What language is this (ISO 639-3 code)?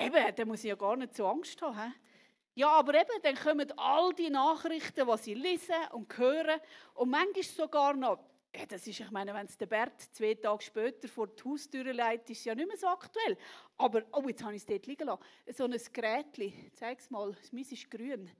gsw